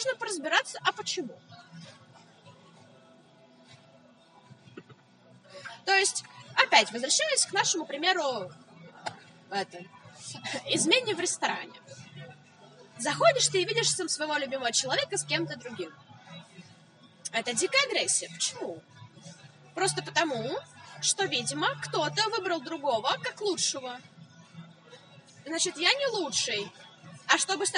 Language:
Russian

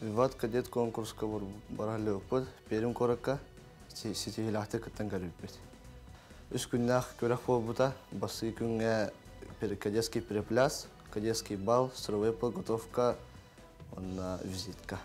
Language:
Yakut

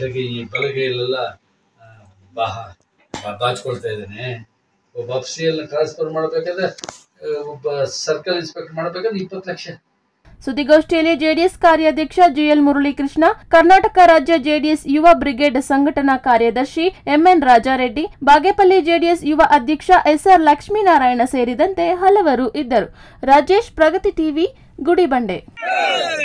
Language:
Kannada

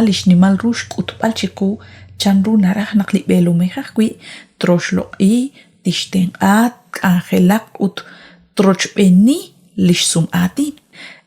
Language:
Kekchí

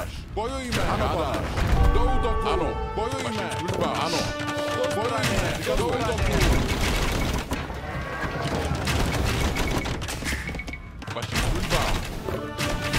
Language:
Czech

